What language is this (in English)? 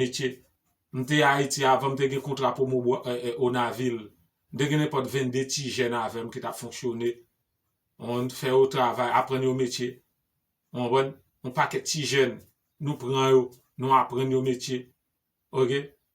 Haitian Creole